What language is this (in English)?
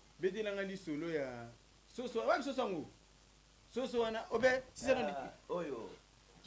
Lingala